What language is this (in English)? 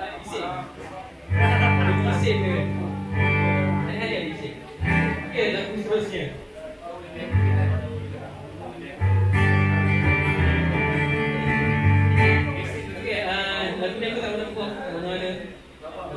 Malay